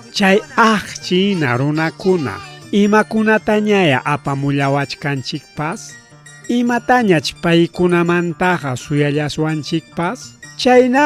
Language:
Ayacucho Quechua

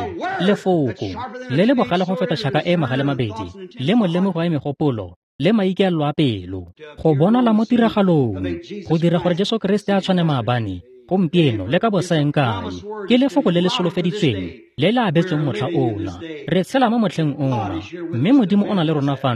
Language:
Tswana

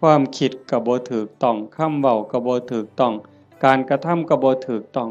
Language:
Northeastern Thai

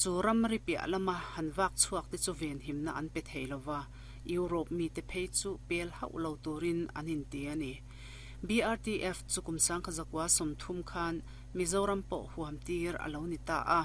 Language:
Mizo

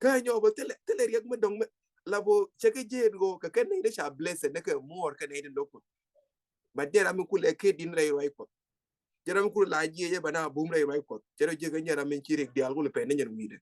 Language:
Nuer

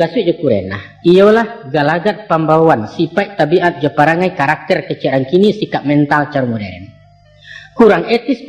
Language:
Minangkabau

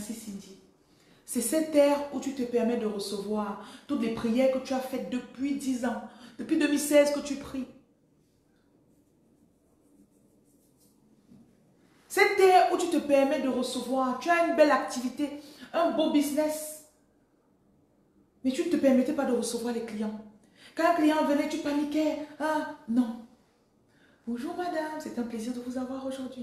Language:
French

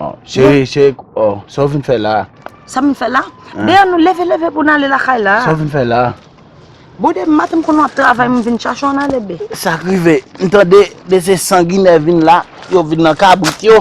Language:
Haitian Creole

